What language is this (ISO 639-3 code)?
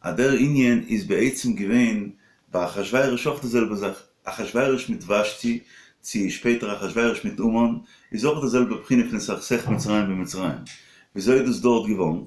yid